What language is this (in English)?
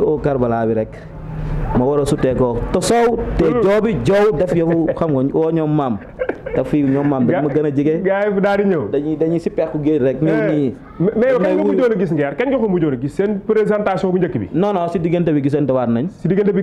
Wolof